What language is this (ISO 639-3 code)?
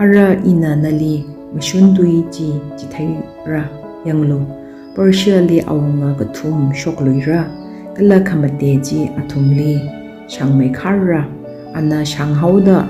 nmf